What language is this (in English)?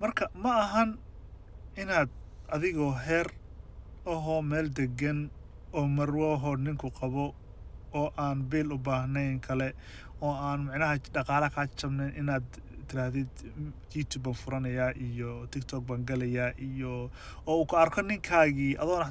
Somali